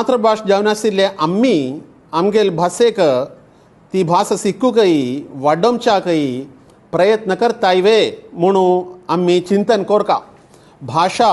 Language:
Konkani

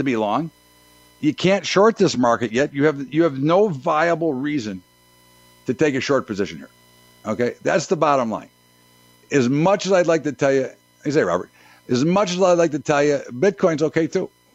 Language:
English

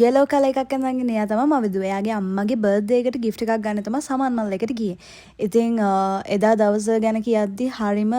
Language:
Sinhala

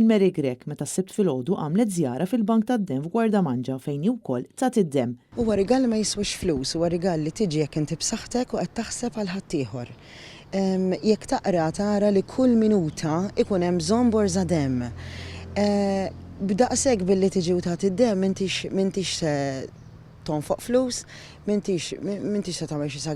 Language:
Maltese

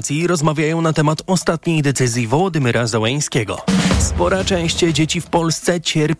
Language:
Polish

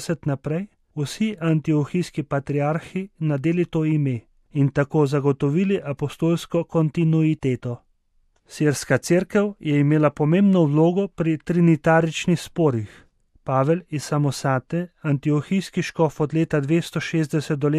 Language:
Slovenian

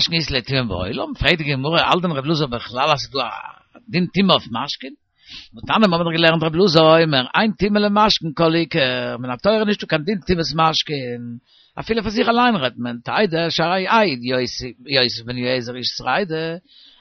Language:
Yiddish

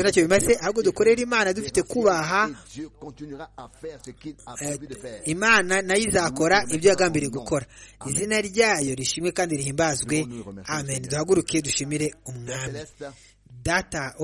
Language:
Kinyarwanda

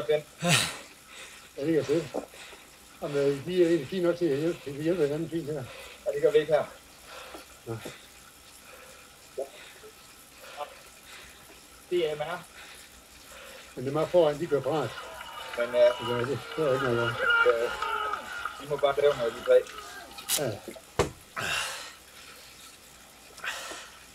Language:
Danish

